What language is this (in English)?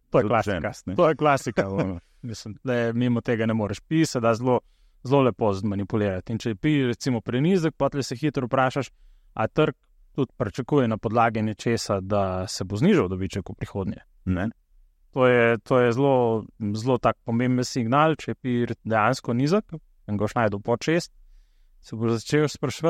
Slovenian